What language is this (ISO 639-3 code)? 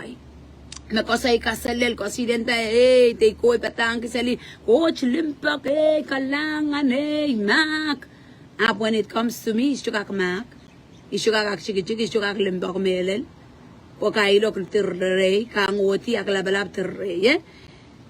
pon